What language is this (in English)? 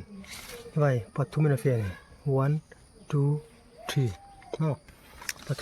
Hmar